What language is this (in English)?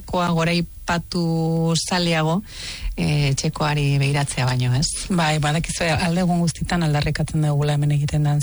Basque